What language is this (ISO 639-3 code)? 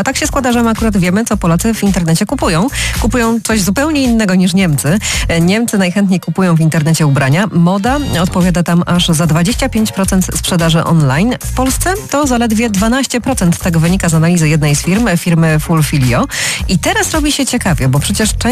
pol